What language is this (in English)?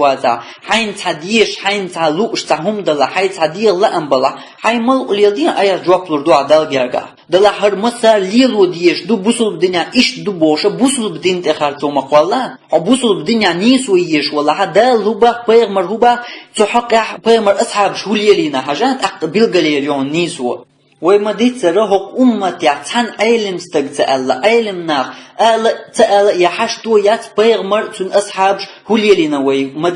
Chechen